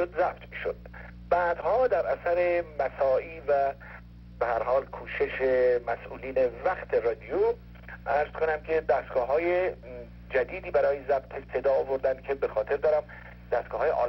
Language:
Persian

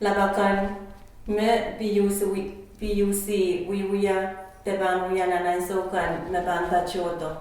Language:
Pohnpeian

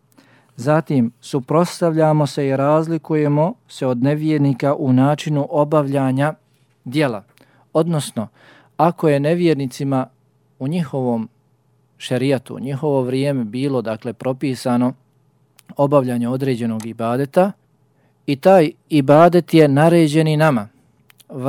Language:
Bosnian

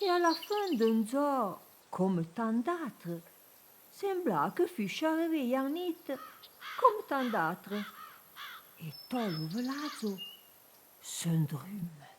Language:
Arpitan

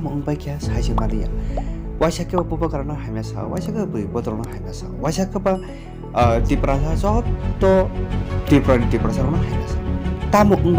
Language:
Kok Borok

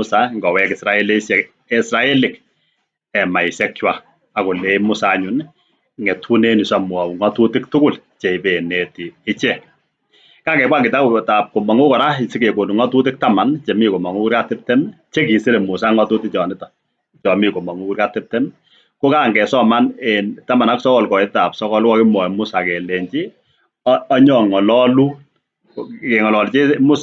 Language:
Kalenjin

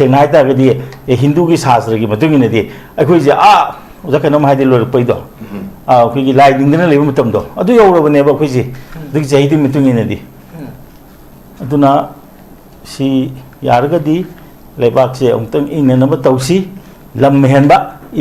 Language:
Manipuri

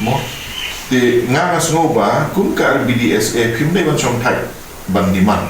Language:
Khasi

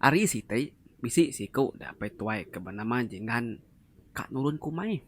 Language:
Iban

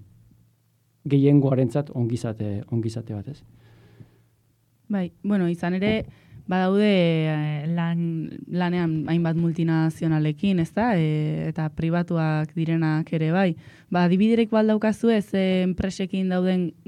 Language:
Basque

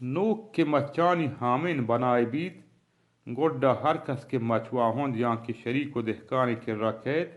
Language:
Baluchi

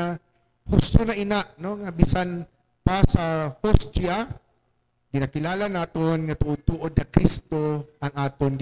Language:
Hiligaynon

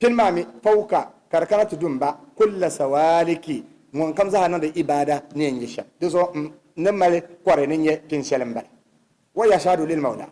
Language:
Dagbani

